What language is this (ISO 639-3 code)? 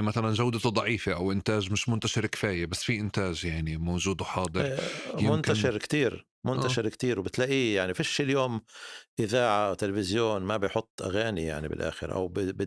apc